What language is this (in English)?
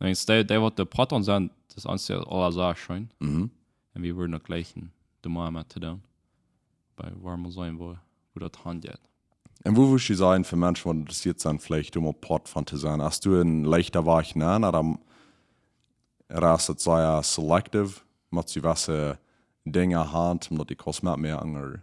Plautdietsch